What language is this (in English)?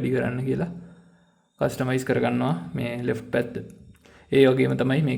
Sinhala